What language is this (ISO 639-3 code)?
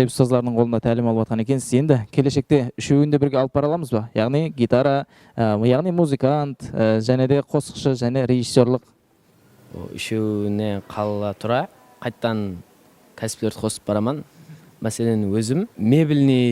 kaa